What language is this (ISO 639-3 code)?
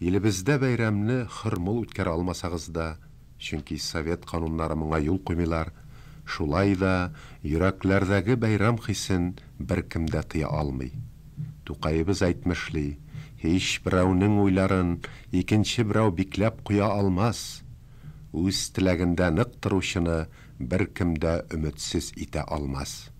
tat